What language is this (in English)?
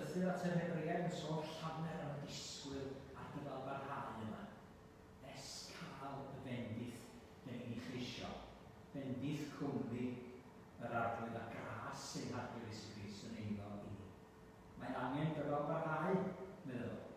Welsh